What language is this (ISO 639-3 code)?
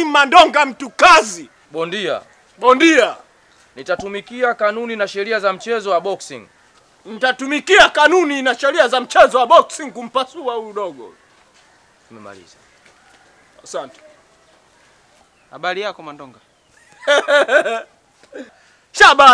swa